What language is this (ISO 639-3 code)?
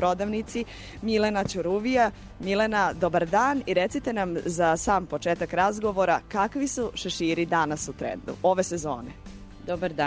srp